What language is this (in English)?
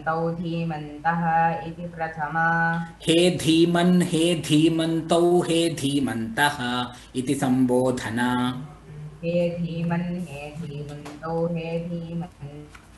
Sanskrit